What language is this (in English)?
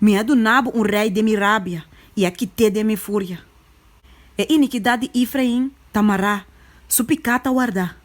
Papiamento